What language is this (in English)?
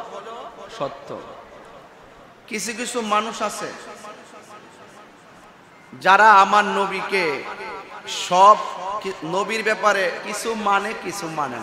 Bangla